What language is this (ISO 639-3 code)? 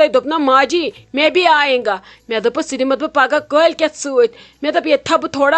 kas